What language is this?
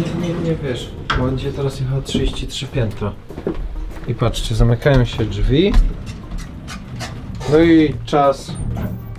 Polish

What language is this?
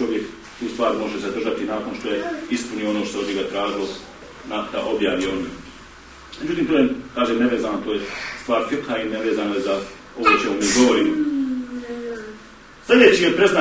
Bosnian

